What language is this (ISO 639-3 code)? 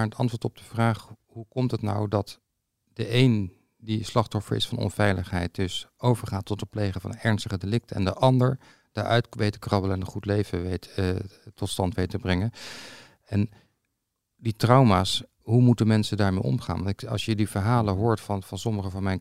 nld